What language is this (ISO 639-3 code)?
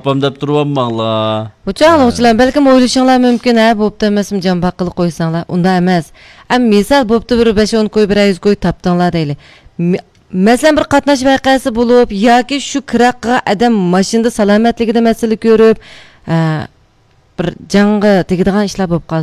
uig